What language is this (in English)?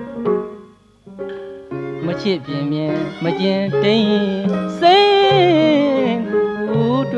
Burmese